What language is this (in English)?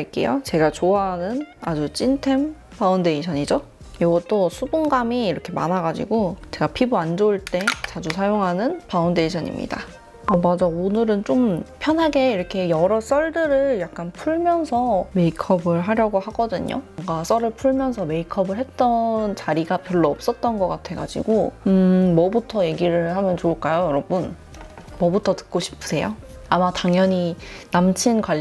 Korean